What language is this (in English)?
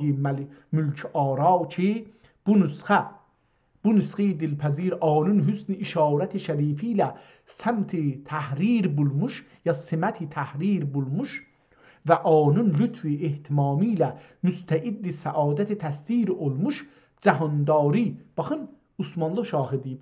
South Azerbaijani